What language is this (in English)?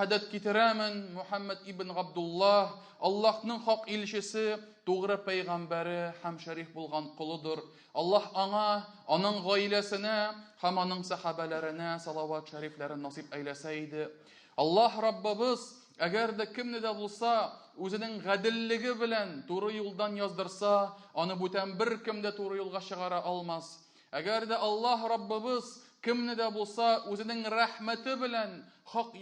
Tatar